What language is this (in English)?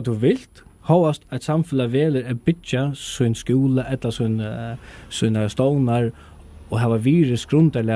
Faroese